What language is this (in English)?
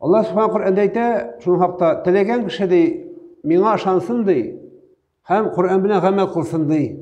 Tatar